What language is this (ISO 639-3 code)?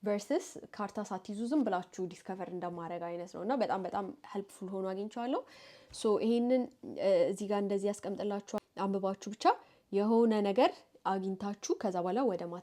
amh